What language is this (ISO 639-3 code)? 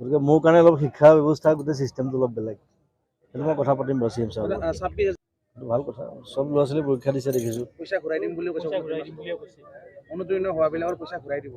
asm